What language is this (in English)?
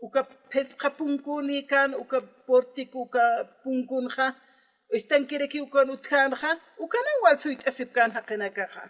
Aymara